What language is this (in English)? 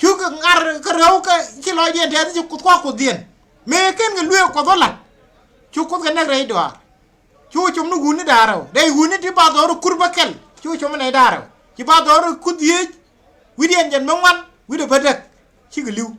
Nuer